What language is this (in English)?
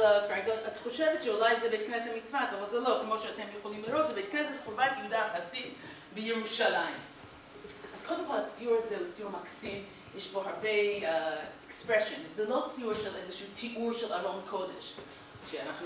Hebrew